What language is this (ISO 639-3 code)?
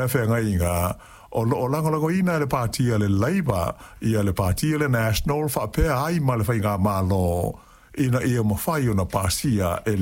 smo